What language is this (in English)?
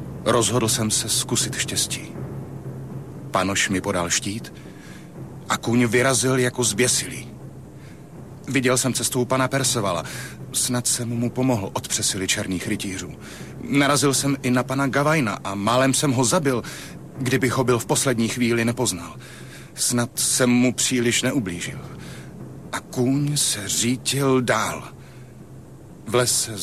Czech